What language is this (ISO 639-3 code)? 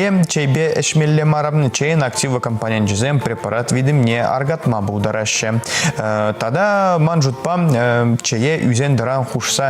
chv